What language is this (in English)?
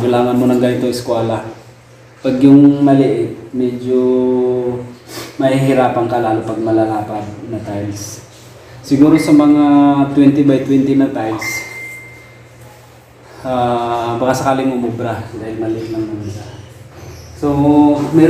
Filipino